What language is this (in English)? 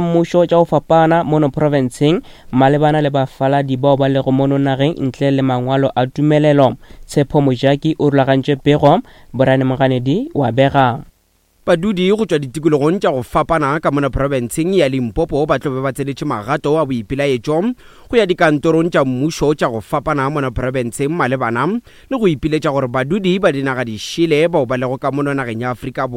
Northern Sotho